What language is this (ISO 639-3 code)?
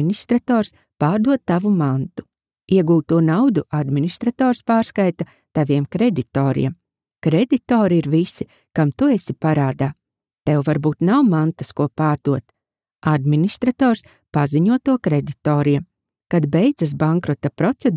lav